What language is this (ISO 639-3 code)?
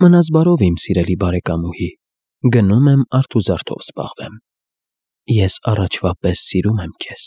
hye